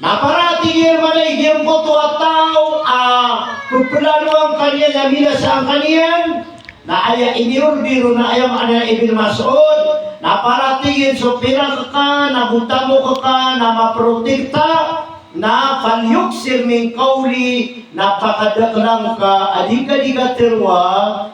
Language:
Maranao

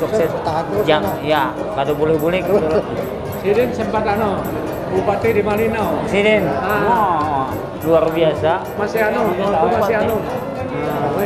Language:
Banjar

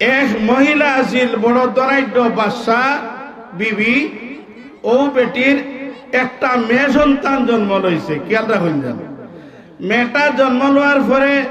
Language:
Sylheti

